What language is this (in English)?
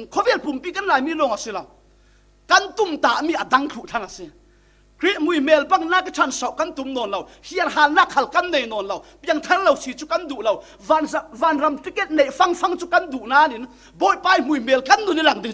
Falam Chin